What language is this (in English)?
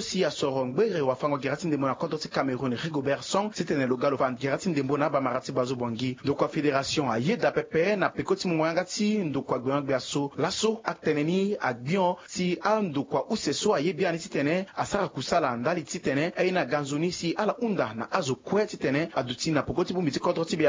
Sango